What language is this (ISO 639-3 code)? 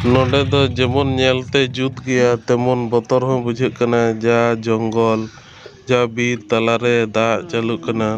sat